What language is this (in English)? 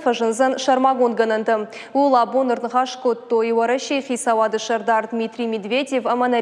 Ossetic